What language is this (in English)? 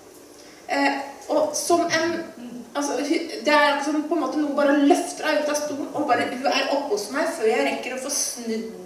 Norwegian